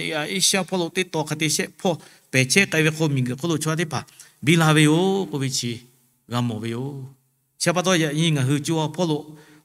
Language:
Lahu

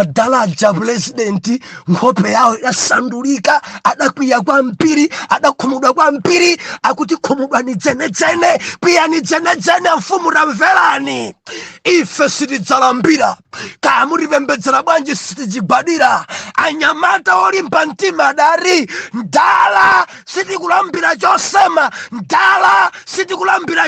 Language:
Nyanja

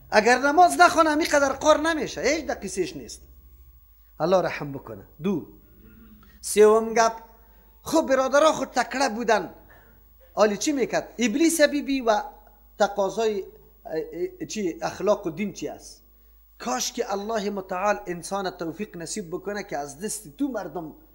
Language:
Persian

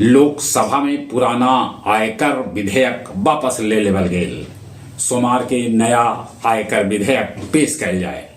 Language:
Magahi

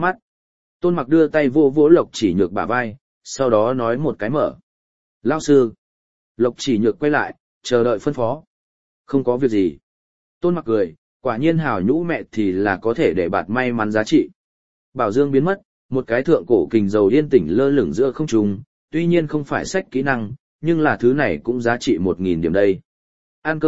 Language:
Vietnamese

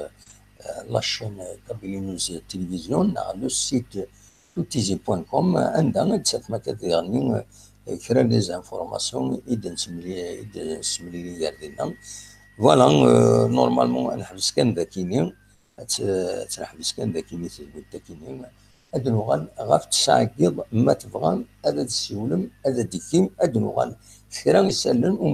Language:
Kabyle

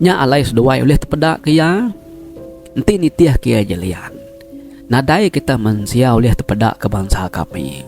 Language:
Iban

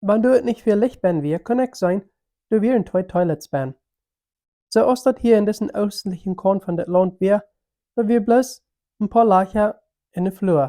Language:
Plautdietsch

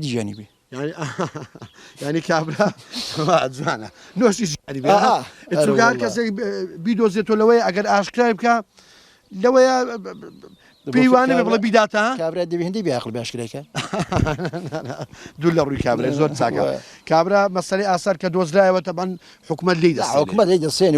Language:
Central Kurdish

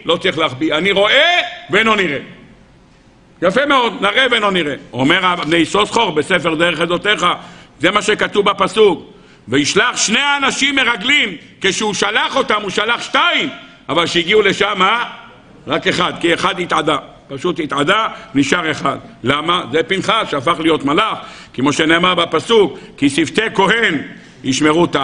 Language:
Hebrew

